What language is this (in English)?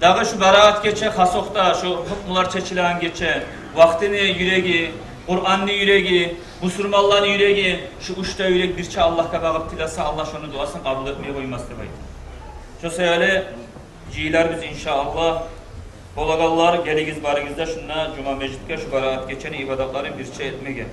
Kumyk